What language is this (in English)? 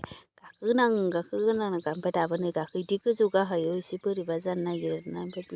Bodo